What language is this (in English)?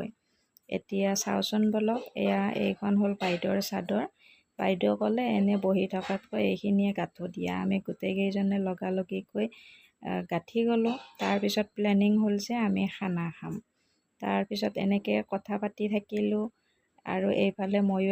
Assamese